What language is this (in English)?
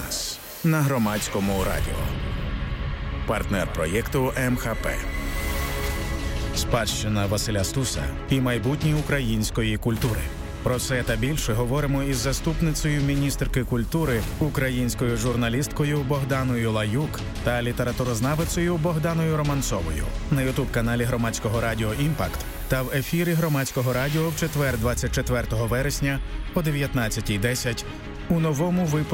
Ukrainian